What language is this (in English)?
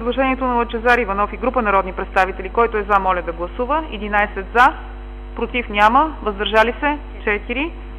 Bulgarian